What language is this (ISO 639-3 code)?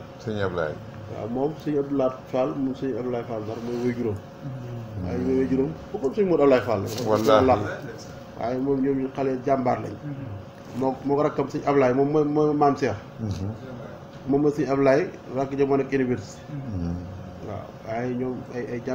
wol